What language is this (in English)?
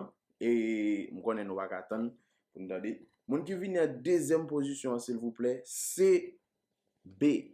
Haitian Creole